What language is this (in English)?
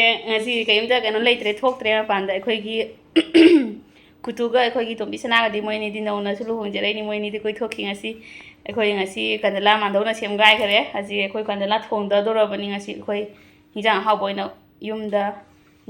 Manipuri